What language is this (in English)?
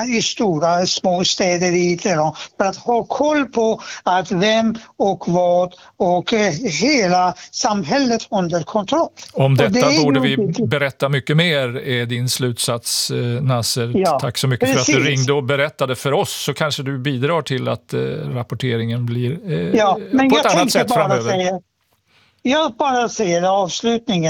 Swedish